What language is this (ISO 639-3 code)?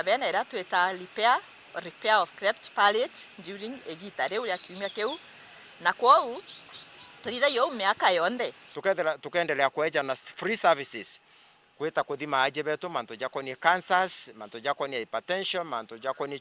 mer